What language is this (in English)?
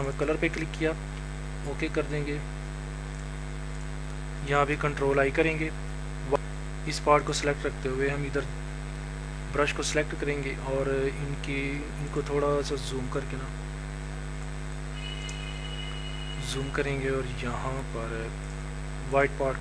Hindi